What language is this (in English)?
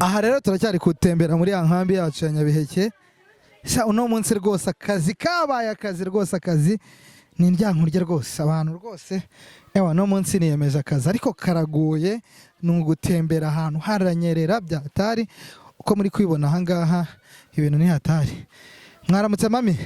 Kinyarwanda